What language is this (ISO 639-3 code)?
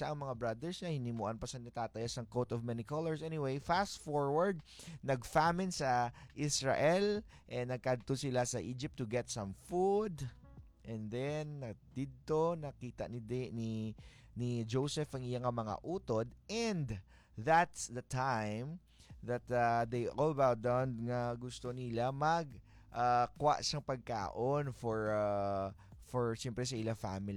hil